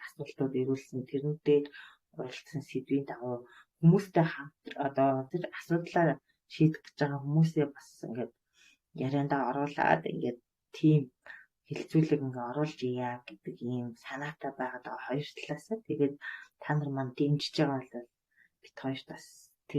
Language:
Mongolian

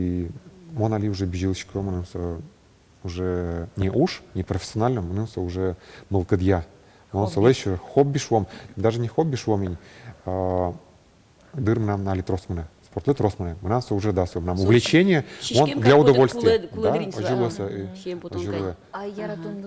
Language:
Udmurt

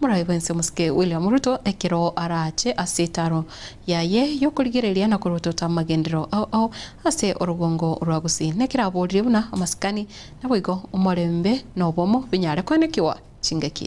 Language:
Gusii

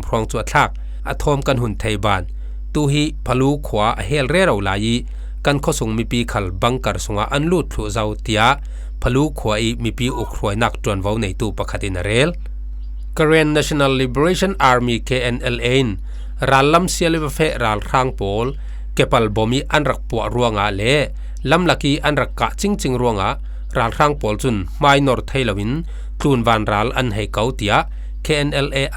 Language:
Falam Chin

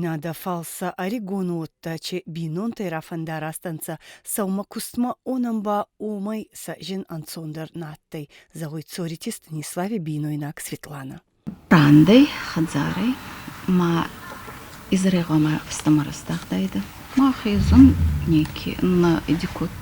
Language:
Ossetic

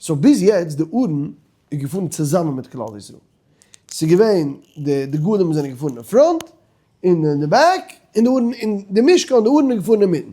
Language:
Yiddish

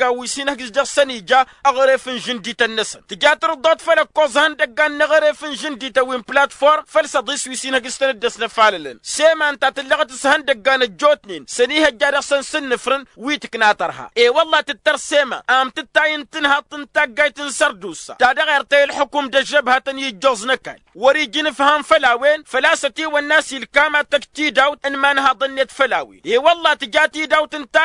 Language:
Tamasheq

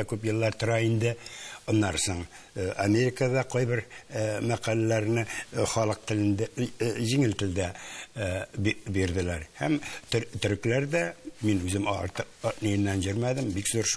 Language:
Tatar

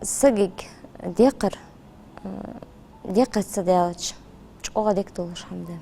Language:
Ingush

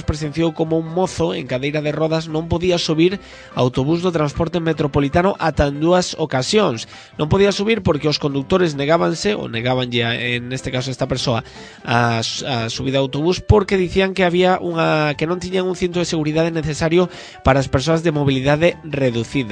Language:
Galician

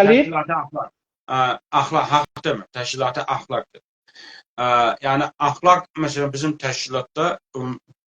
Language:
South Azerbaijani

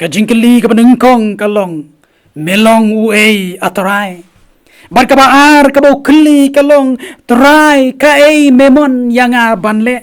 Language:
Khasi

